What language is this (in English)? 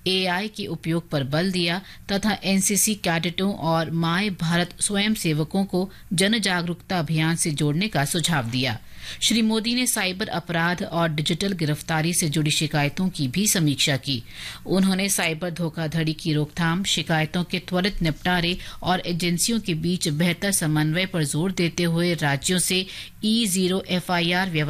Hindi